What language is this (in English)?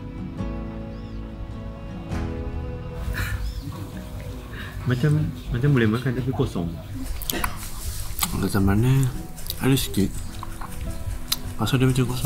Malay